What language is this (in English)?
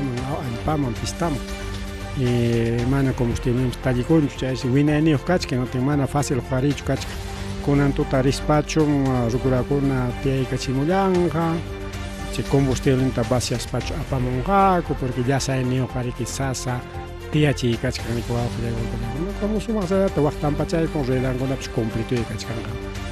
Ayacucho Quechua